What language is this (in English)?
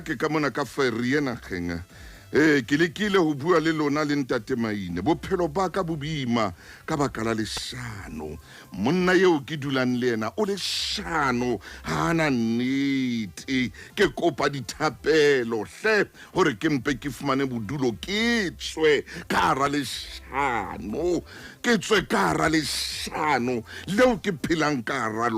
Southern Sotho